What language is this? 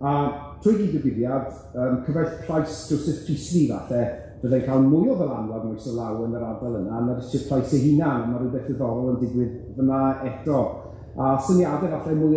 Welsh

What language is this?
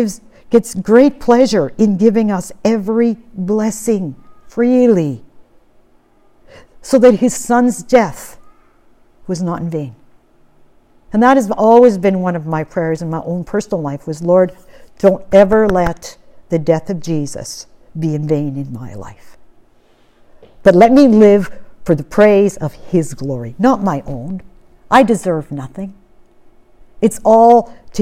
English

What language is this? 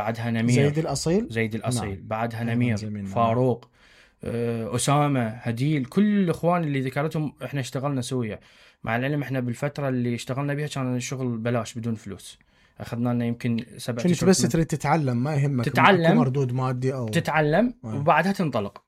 Mesopotamian Arabic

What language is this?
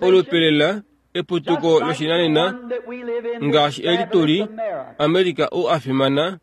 Kuanyama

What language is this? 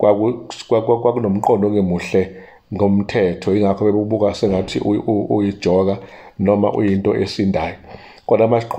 Zulu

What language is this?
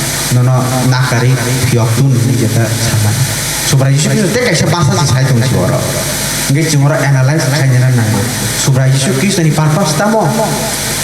Kok Borok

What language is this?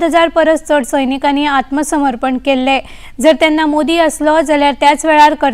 Konkani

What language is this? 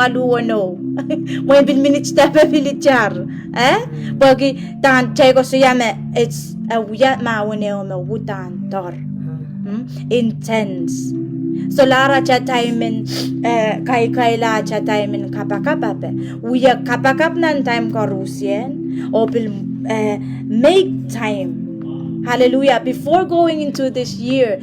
Pohnpeian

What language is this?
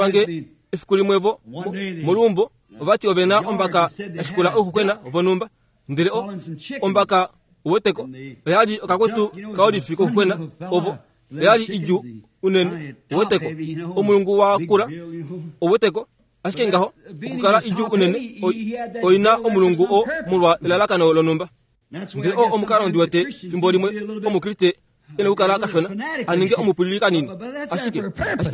Kuanyama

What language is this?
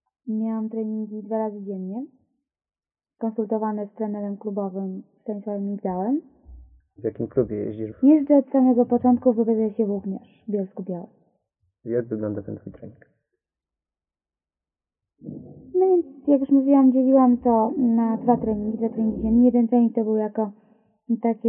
Polish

